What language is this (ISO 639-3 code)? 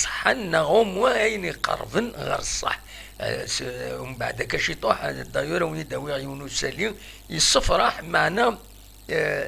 kab